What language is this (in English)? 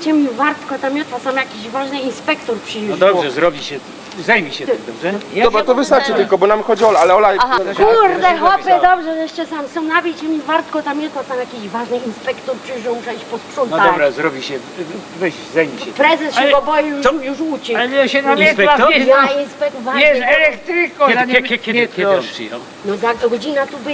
Silesian